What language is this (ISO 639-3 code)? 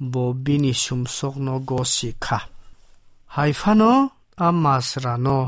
trp